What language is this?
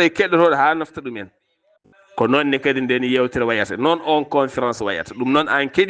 Fula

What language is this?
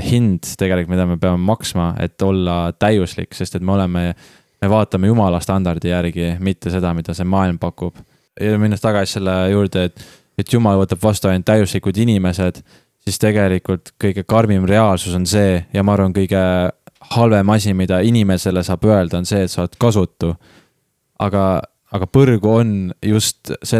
Estonian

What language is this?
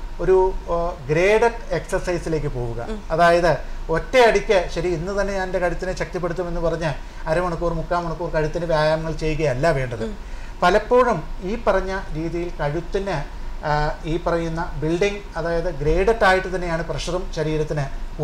Malayalam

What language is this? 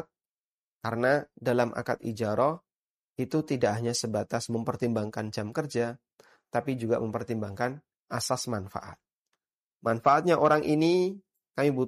Indonesian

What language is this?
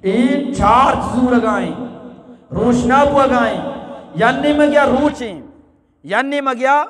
Eastern Balochi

